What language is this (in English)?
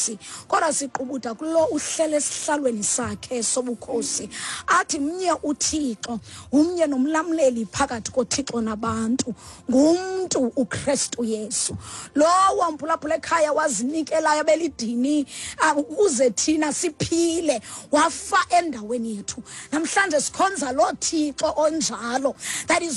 Xhosa